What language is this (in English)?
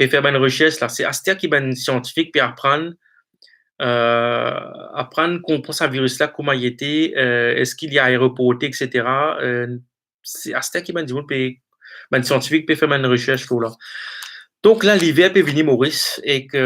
Morisyen